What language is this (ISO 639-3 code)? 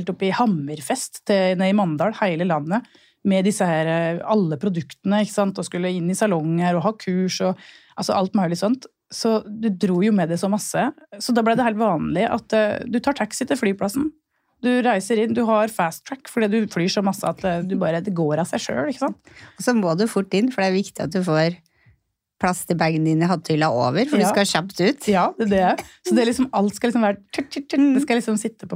nor